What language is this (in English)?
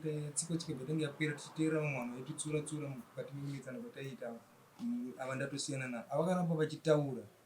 Shona